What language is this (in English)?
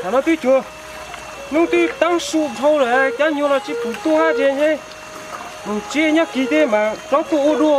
Hmong